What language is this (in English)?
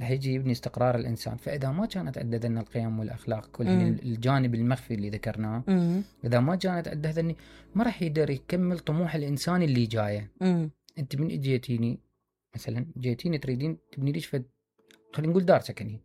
Mesopotamian Arabic